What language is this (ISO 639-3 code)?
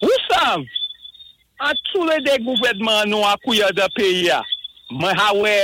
acf